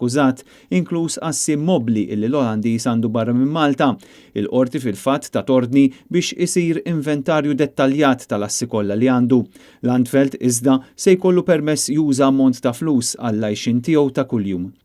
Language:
Maltese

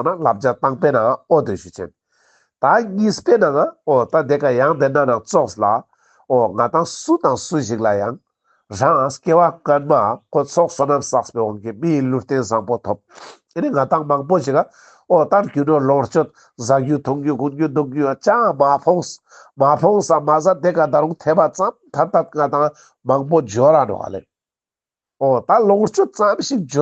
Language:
Ladakhi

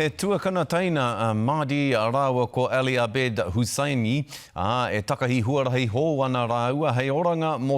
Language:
Māori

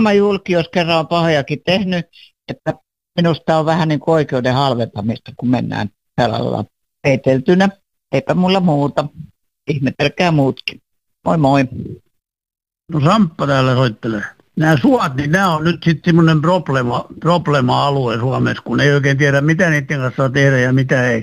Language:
Finnish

